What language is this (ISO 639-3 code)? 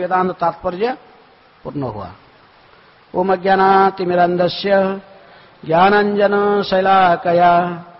hin